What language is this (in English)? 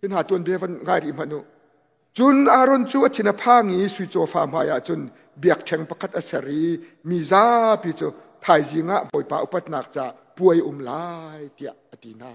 Hakha Chin